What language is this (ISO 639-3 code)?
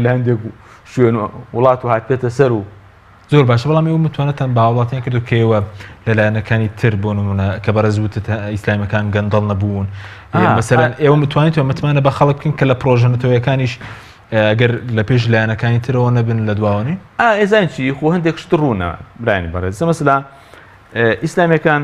ckb